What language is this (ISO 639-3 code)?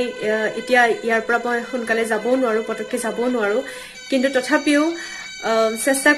asm